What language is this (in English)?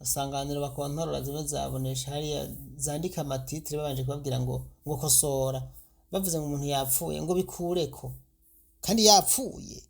Rundi